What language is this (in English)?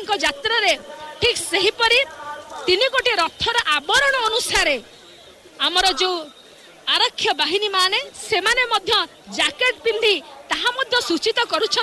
Odia